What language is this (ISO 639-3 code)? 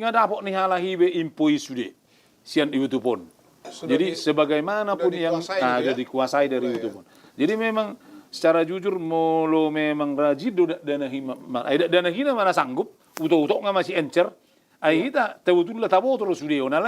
bbc